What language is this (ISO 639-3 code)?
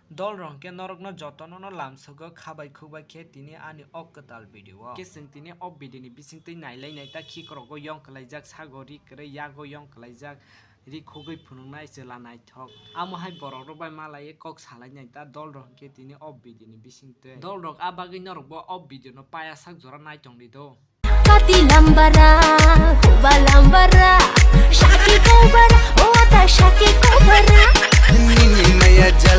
trp